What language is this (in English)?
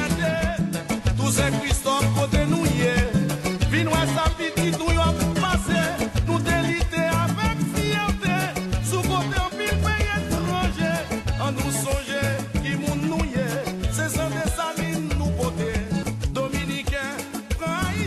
Haitian Creole